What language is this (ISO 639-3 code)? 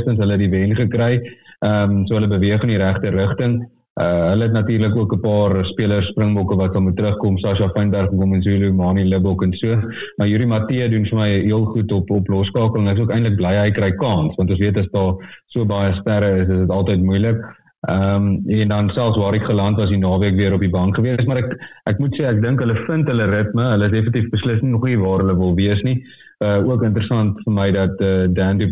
afr